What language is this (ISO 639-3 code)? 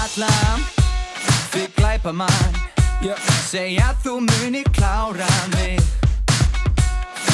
isl